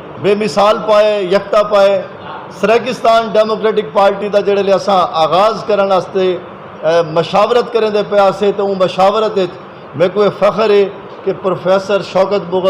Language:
Saraiki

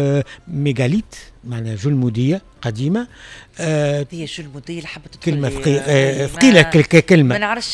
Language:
Tunisian Arabic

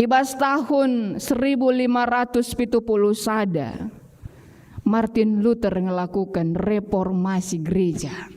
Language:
Batak Karo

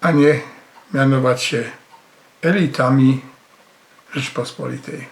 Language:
Silesian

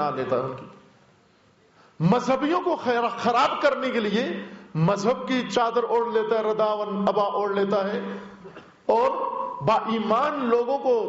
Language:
Urdu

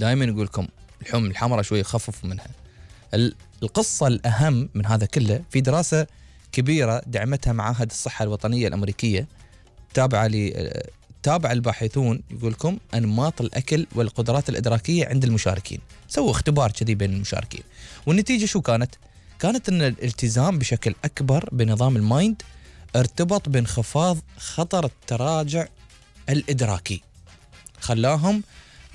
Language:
Gulf Arabic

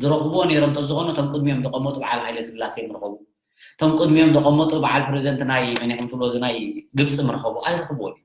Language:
Tigrinya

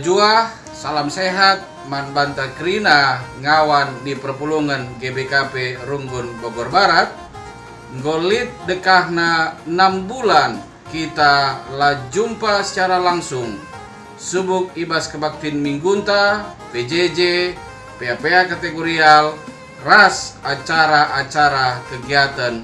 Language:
Batak Karo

